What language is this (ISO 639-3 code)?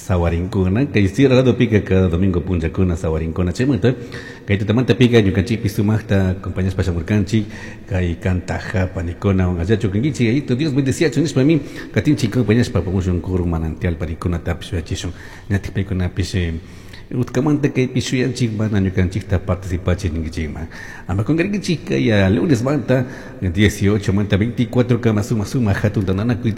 qug